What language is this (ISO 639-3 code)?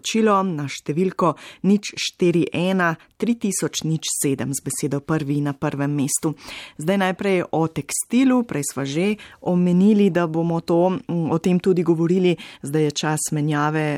slv